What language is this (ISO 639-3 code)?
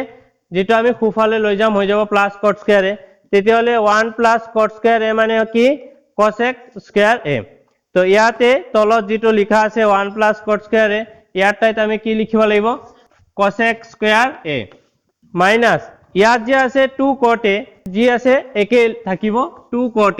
asm